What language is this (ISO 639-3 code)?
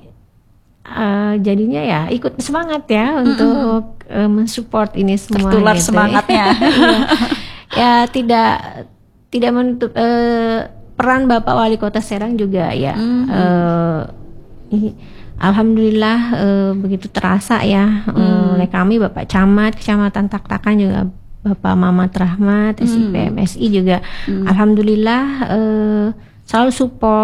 ind